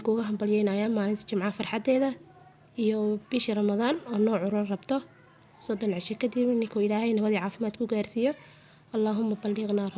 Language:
Somali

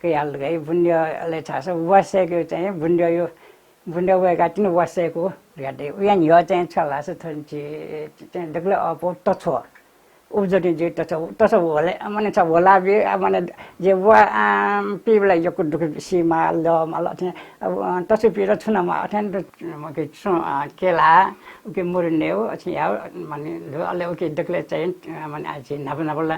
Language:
Newari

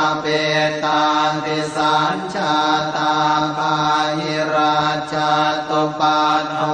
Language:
Pali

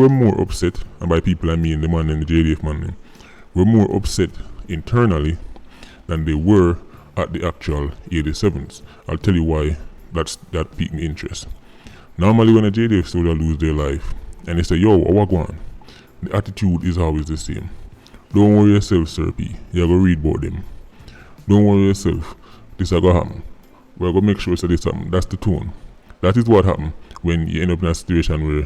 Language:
Jamaican Creole English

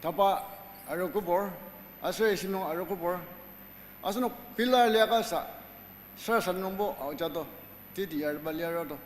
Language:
Ao Naga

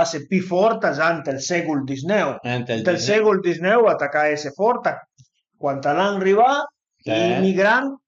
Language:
Piedmontese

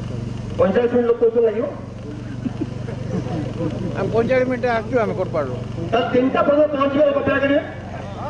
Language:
Odia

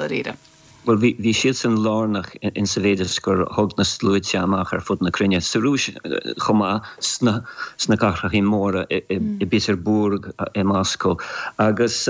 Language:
Irish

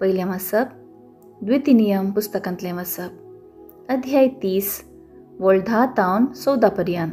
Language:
Konkani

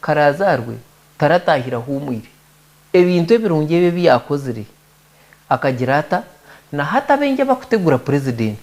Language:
Nyankole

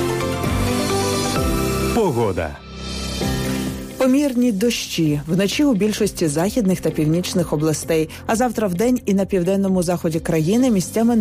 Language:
Ukrainian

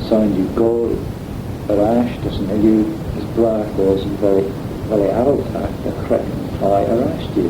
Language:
Manx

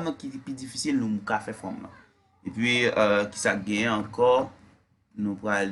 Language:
Haitian Creole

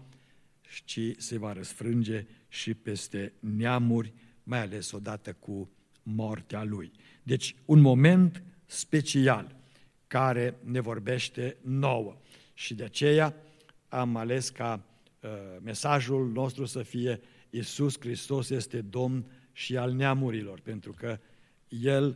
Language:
Romanian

